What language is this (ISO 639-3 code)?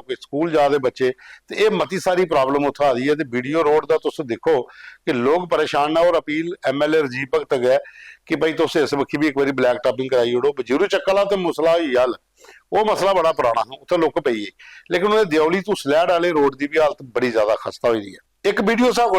doi